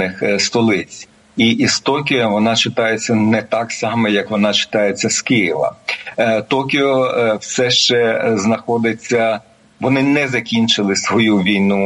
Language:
Ukrainian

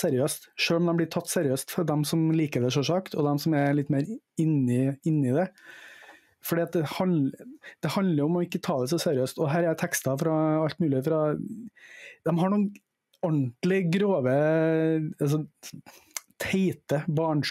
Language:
Norwegian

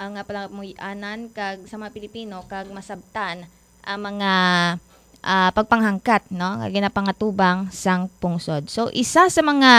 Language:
Hiligaynon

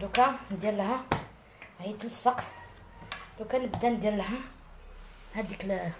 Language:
Algerian Arabic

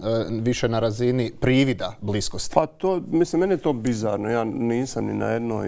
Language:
Bosnian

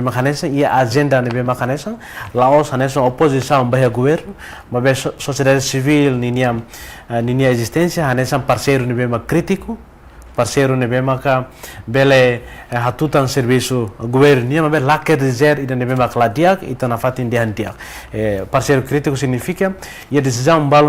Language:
Tetum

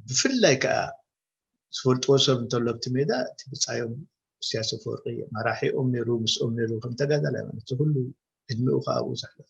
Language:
Tigrinya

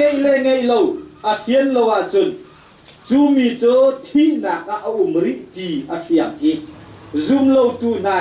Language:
Hakha Chin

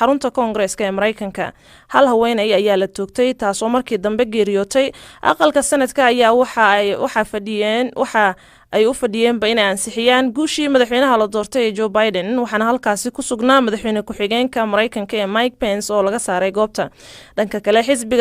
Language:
Somali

